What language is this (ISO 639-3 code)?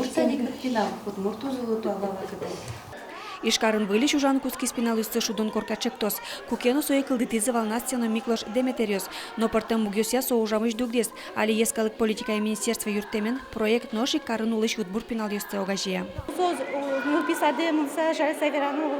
udm